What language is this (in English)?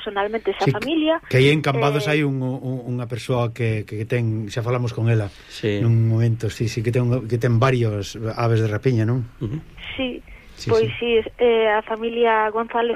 Galician